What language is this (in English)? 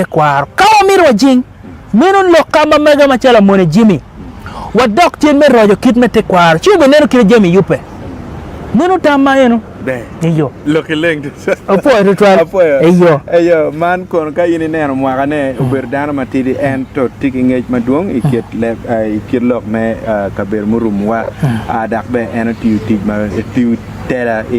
Acoli